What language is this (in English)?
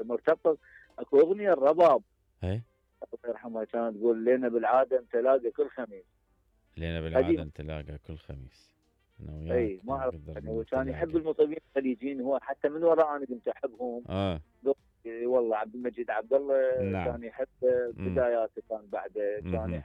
Mesopotamian Arabic